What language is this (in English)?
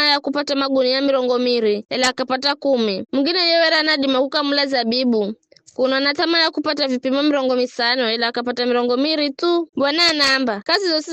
Giryama